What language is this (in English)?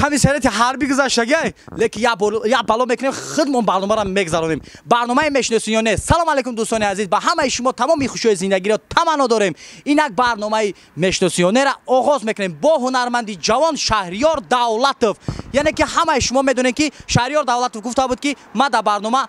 Tajik